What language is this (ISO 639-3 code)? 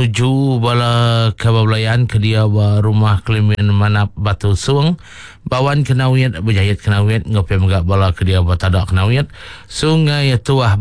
iba